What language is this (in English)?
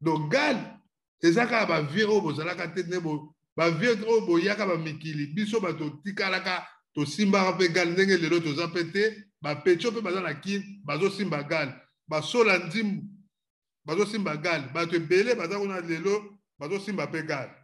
Lingala